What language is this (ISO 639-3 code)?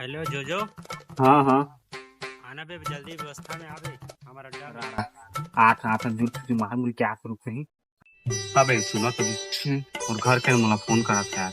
hne